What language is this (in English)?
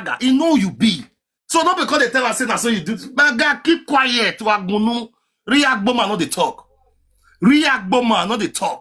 Nigerian Pidgin